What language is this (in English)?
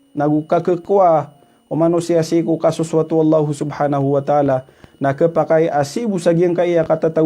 Maranao